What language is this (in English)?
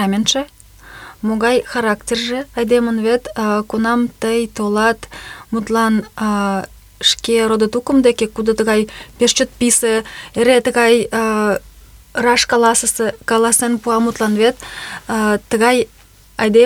Mari